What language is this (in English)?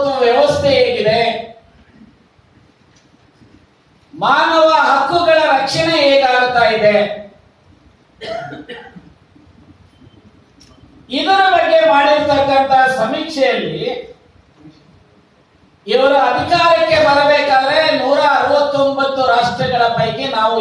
Kannada